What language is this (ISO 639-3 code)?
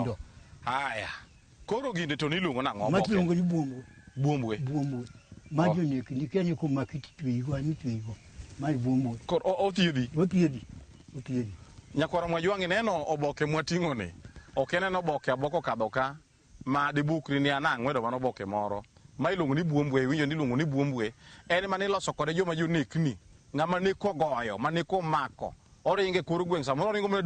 luo